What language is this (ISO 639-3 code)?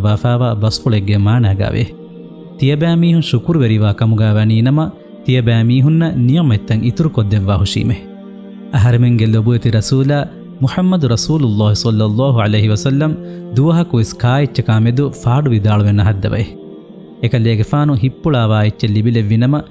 div